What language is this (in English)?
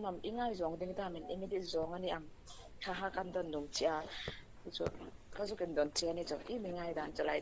Hmar